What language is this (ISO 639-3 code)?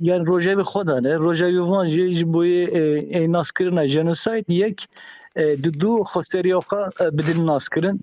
kur